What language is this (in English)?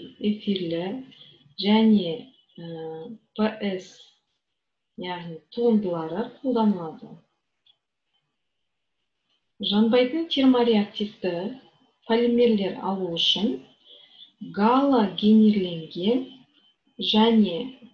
Kazakh